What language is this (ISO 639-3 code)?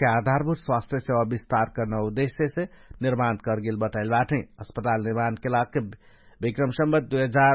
thl